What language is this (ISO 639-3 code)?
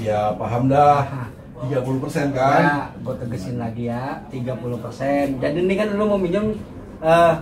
bew